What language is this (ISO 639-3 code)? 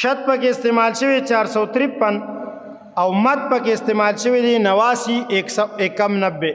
pus